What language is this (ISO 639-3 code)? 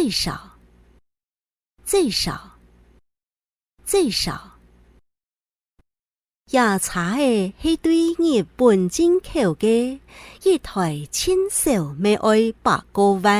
hak